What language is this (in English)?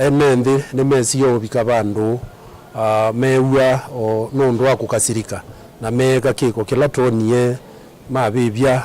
Kamba